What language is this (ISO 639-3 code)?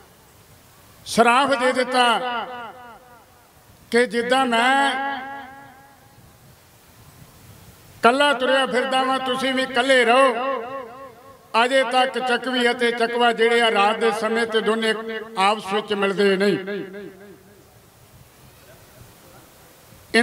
pan